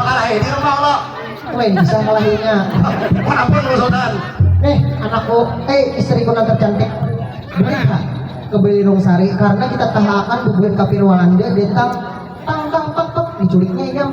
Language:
Banjar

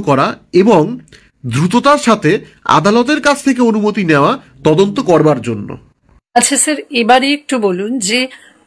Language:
Bangla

